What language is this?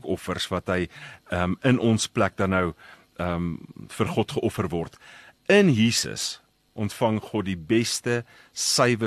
Afrikaans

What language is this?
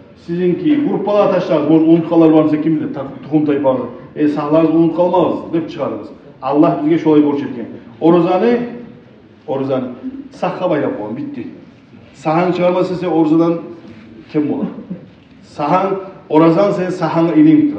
Kumyk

